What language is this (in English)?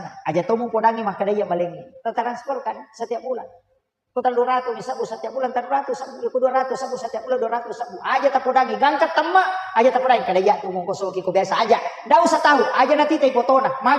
Buginese